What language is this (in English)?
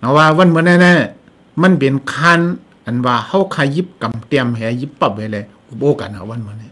Shan